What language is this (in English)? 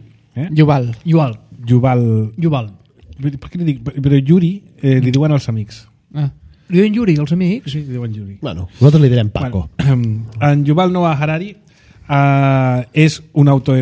Catalan